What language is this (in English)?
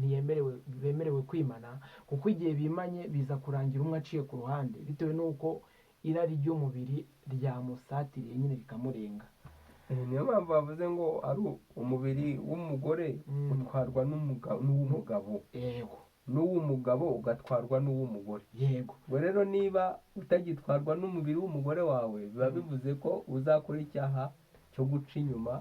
Kinyarwanda